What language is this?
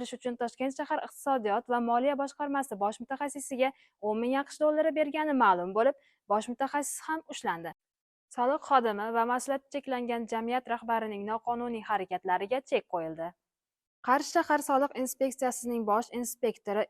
Uzbek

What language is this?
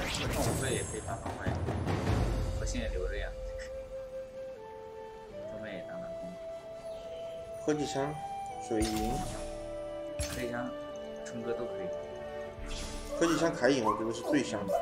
Chinese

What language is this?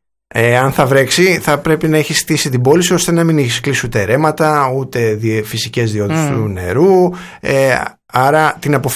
Greek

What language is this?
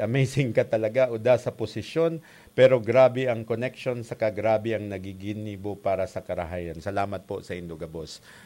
Bikol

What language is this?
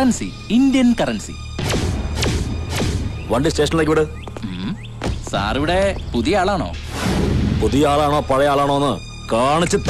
Malayalam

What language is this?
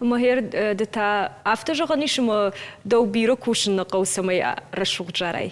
Ossetic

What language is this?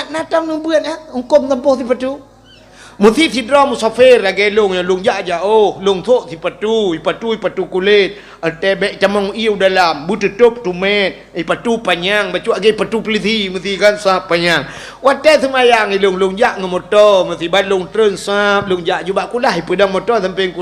Achinese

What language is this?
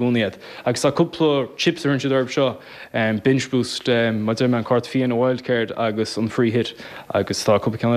Irish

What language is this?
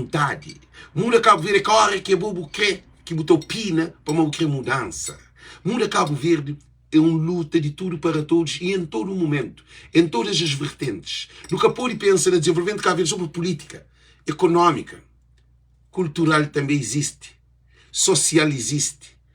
Kabuverdianu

